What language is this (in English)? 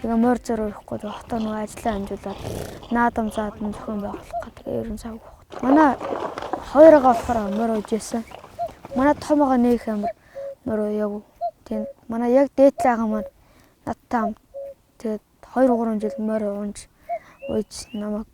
Mongolian